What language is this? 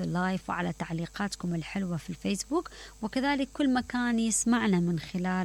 Mesopotamian Arabic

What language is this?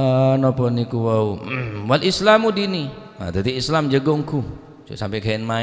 Madurese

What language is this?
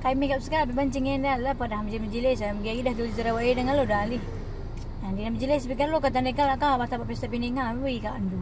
Batak Karo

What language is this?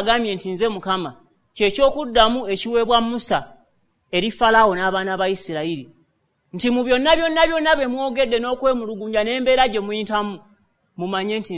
Ganda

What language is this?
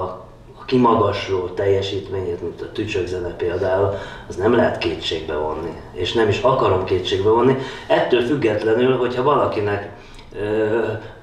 Hungarian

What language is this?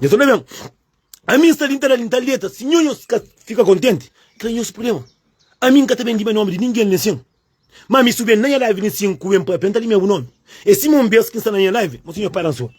Kabuverdianu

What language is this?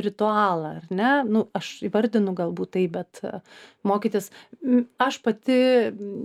Lithuanian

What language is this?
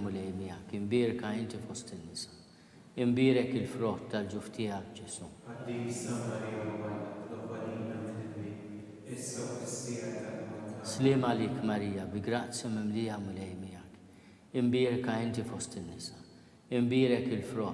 Maltese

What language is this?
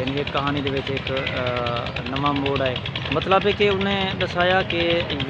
Saraiki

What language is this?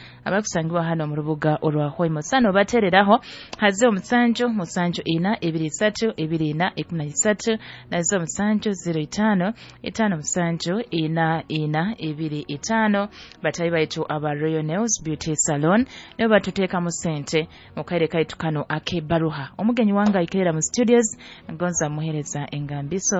Nyoro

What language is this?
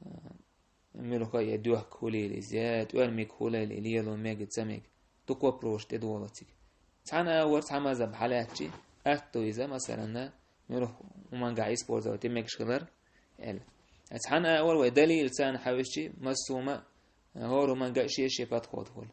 Chechen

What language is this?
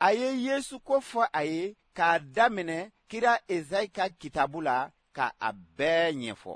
Bambara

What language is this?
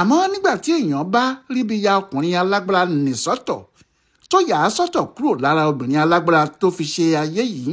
Yoruba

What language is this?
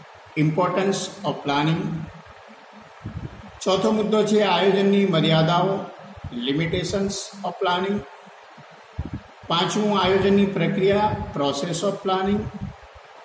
Gujarati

